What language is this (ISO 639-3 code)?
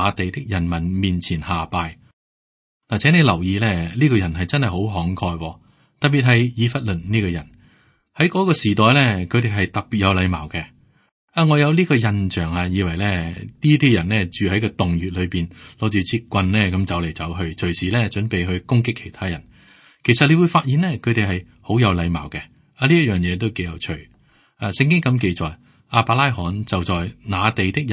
yue